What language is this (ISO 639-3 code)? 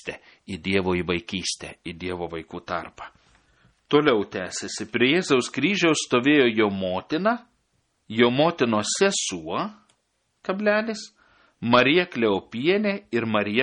lit